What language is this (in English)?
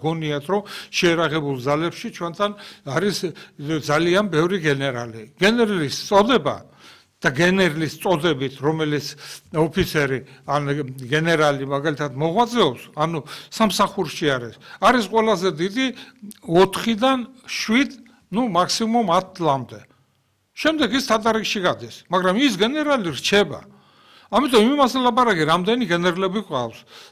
Georgian